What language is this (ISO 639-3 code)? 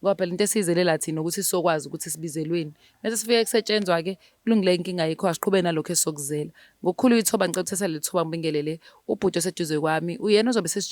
zul